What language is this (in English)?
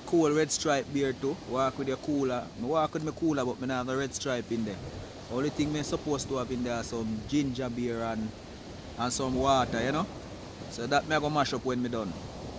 Jamaican Creole English